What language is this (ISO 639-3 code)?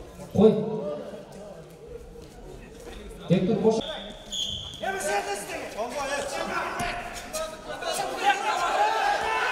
kaz